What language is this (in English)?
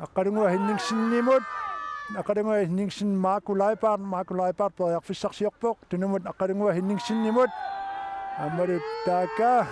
Kalaallisut